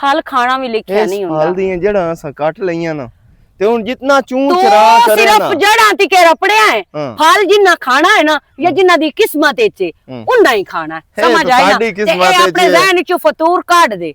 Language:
Western Panjabi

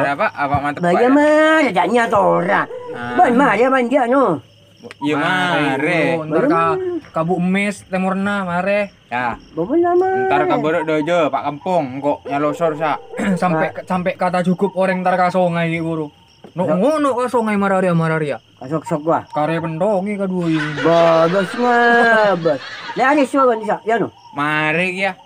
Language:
Madurese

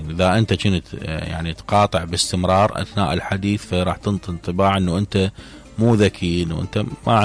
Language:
Mesopotamian Arabic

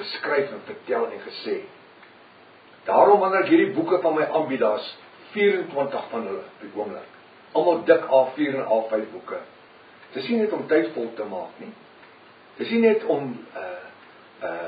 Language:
Afrikaans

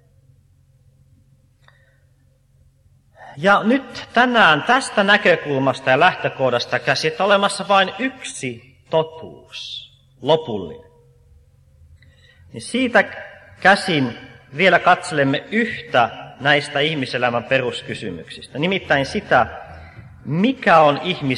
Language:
Finnish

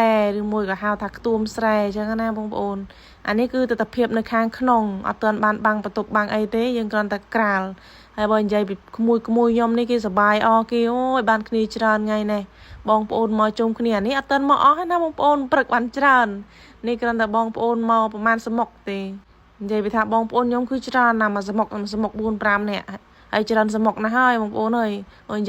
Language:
Khmer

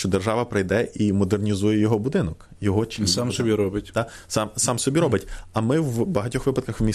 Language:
Ukrainian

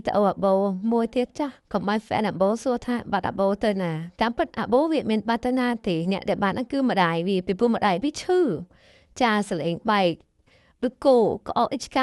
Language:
Khmer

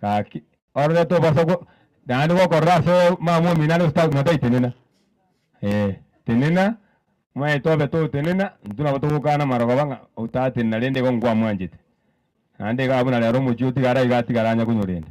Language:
Gusii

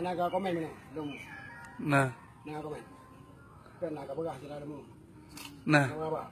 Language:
Achinese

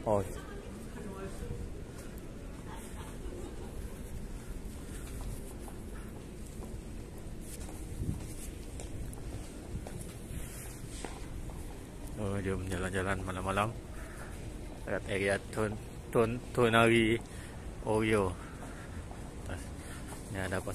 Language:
Malay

